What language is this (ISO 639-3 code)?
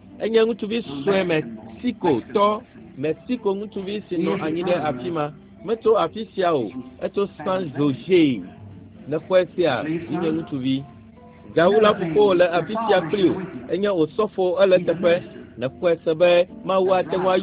ewe